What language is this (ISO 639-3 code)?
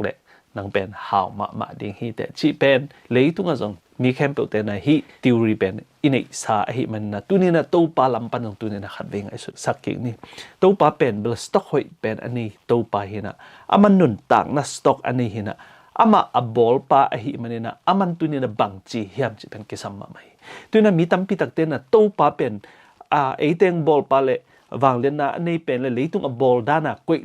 ctd